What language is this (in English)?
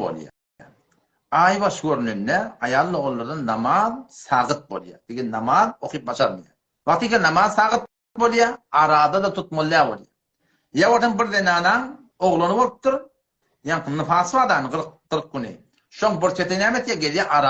Turkmen